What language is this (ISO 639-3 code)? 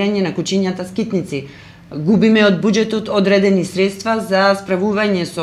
mkd